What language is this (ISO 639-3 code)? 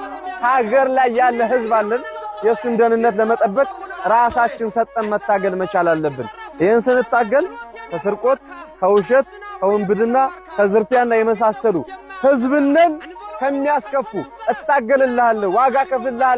amh